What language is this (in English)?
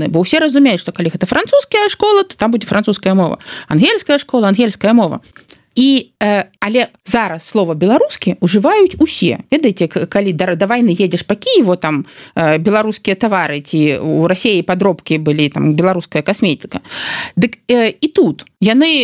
Belarusian